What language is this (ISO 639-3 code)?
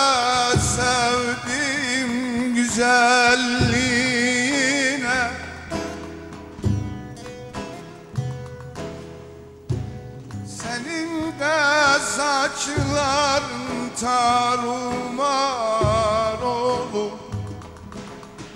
tur